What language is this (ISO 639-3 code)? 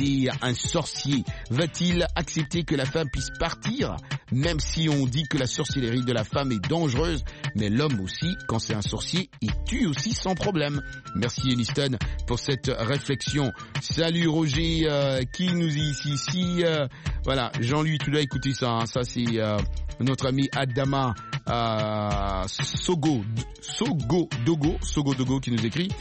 fra